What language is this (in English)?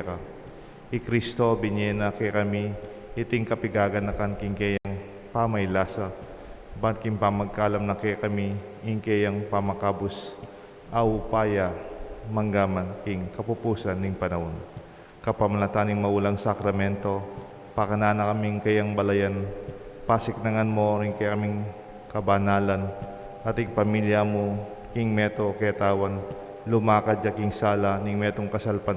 Pampanga